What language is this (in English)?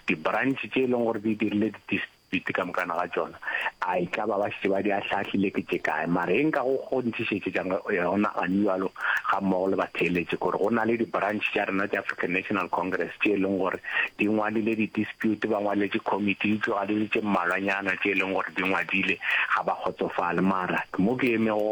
Northern Sotho